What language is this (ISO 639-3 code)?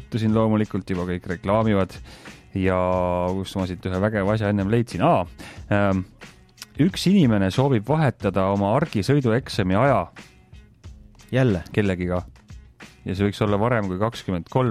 est